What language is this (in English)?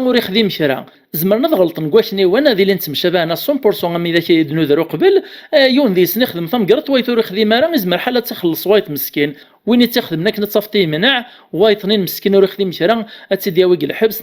Kabyle